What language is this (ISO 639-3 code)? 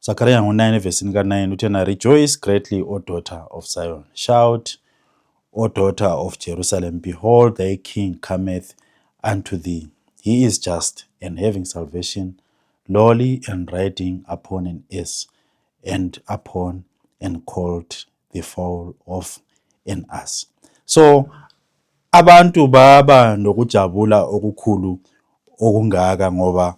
zul